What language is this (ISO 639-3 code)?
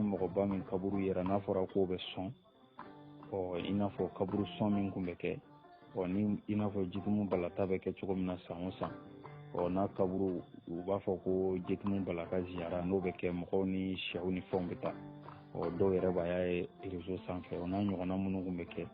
bam